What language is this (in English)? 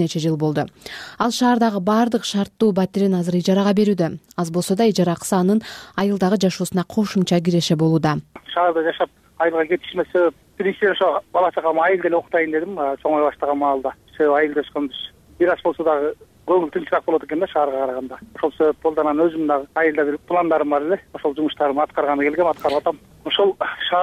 Kyrgyz